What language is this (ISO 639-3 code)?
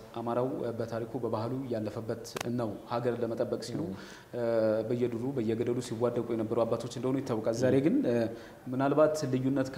amh